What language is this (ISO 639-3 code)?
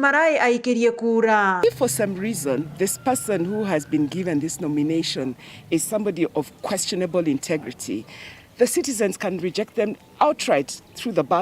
mer